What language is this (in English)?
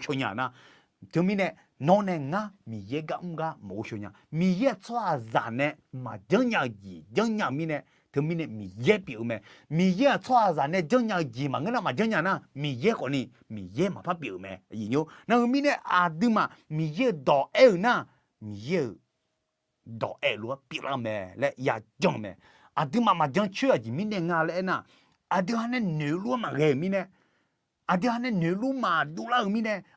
Akha